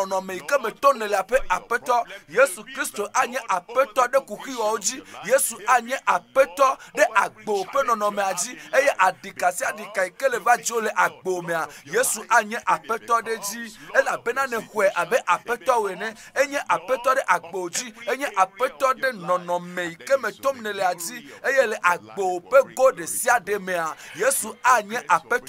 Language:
Ewe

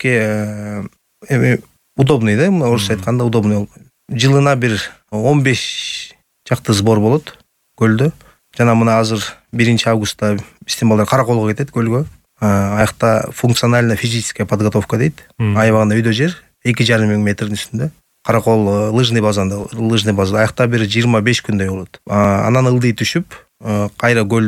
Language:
Kyrgyz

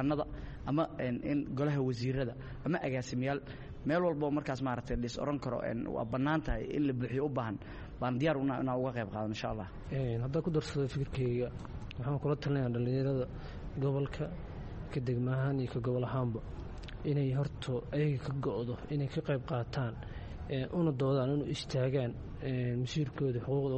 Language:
Somali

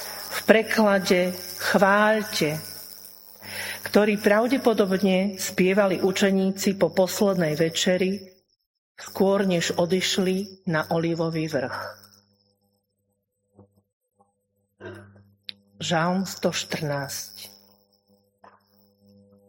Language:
Slovak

